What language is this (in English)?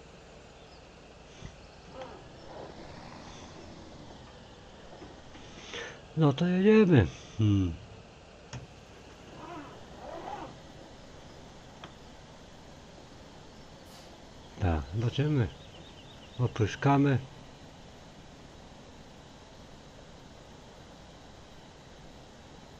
Polish